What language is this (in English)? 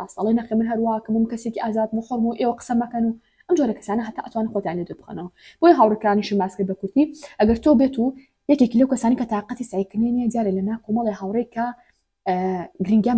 Central Kurdish